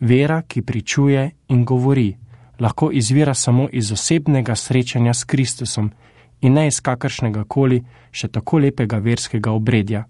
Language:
Slovenian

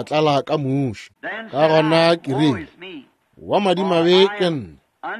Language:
Northern Sotho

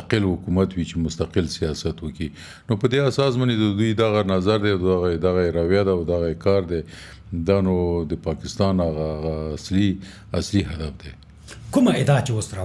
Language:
Pashto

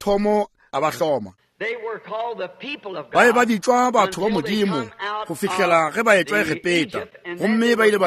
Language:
Northern Sotho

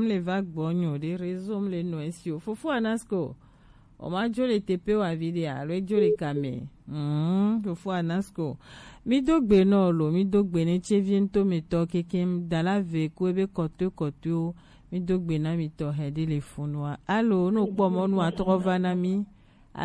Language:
Gen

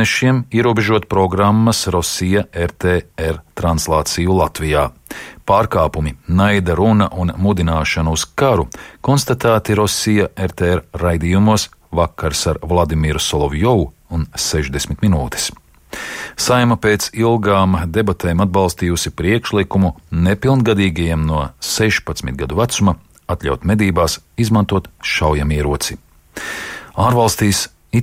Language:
Latvian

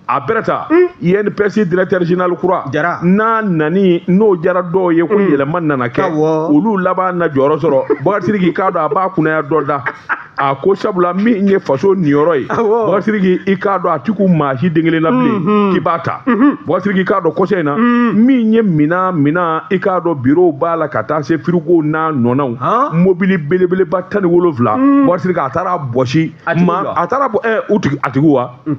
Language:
Bambara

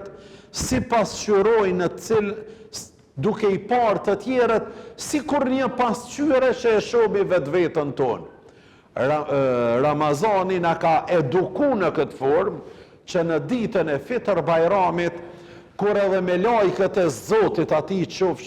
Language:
Albanian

